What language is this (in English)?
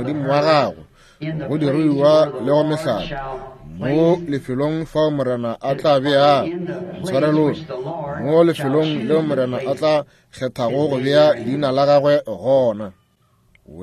Northern Sotho